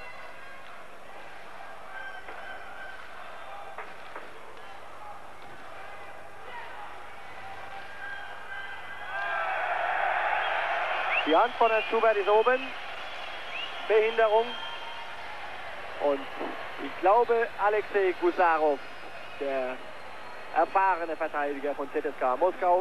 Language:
German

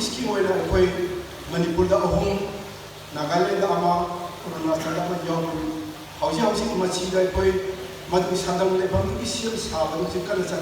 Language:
Manipuri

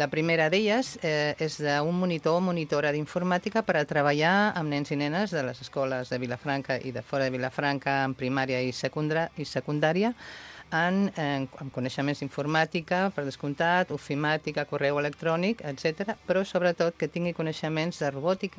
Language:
Catalan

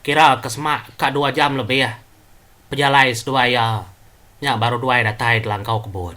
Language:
Iban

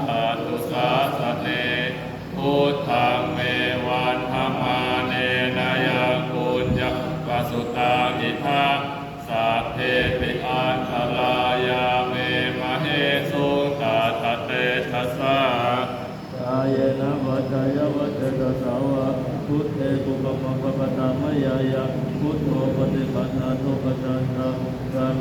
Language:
Pali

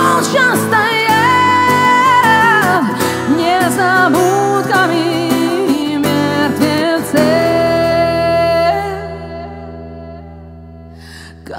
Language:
Russian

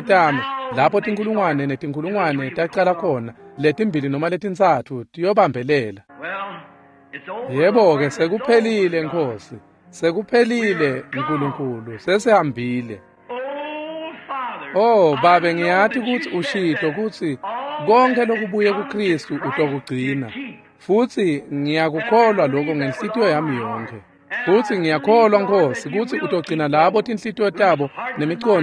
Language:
Swati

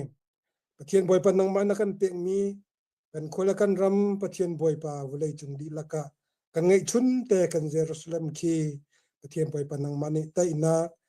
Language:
Hakha Chin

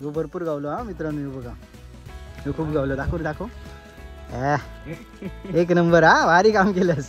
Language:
Konkani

